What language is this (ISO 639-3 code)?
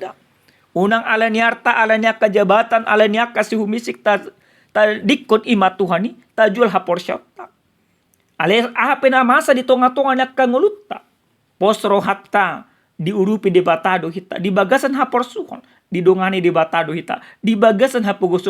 bbc